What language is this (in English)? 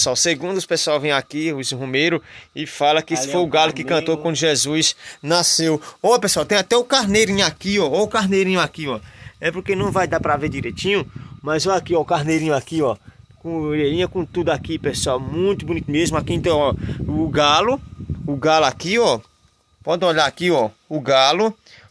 Portuguese